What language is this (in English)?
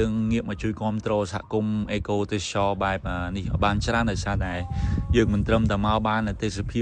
Khmer